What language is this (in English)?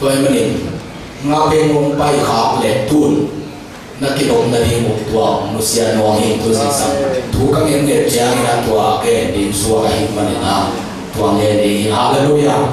Tedim Chin